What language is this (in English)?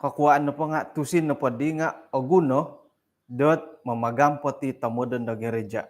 Central Dusun